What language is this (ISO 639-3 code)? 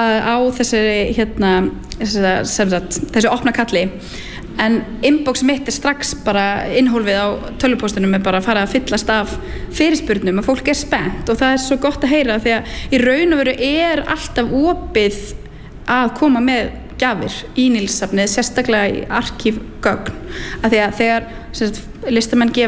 isl